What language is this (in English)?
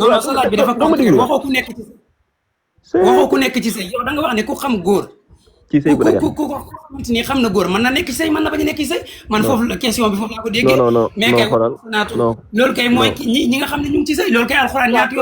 Wolof